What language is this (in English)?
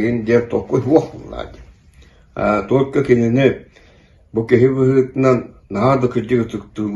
Yakut